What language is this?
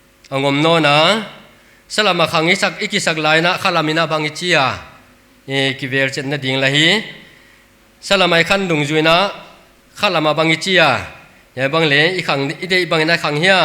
Paite Chin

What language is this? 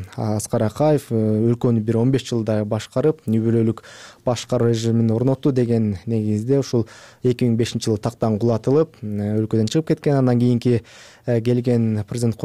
Kyrgyz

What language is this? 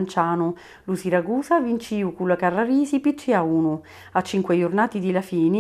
Sicilian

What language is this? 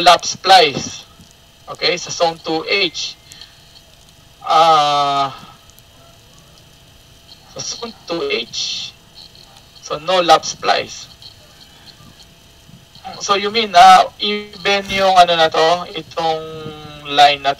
Filipino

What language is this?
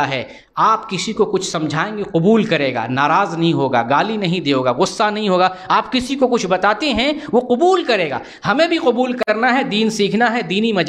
Urdu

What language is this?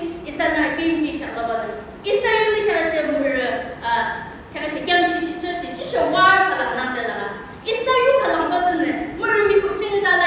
Yimchungru Naga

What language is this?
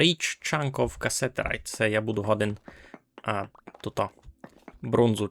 Rusyn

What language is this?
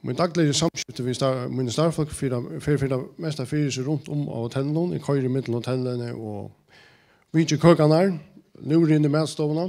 Faroese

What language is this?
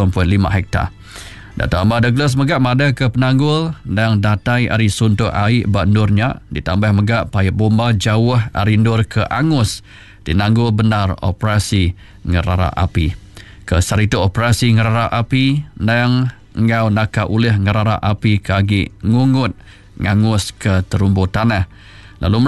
Iban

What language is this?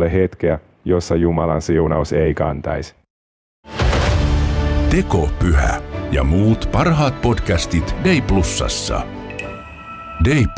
Finnish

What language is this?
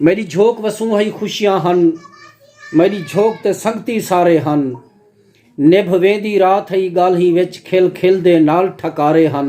Saraiki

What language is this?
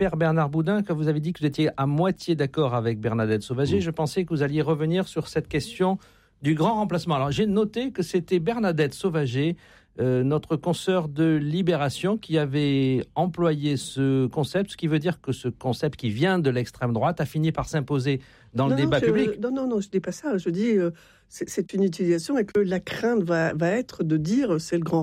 French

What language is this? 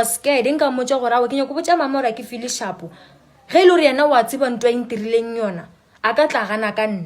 Northern Sotho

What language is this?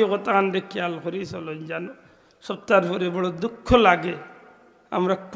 Sylheti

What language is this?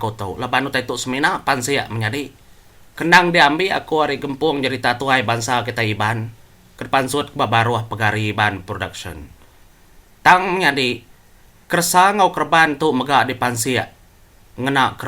Iban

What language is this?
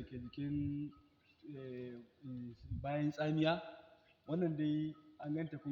Hausa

